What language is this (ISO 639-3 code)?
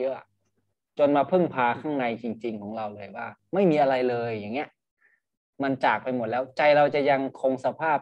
tha